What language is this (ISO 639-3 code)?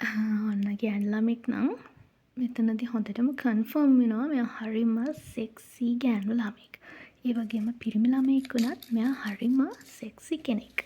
sin